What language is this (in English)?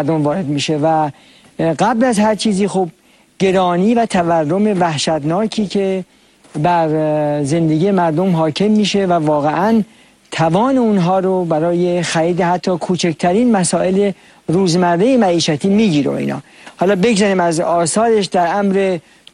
Persian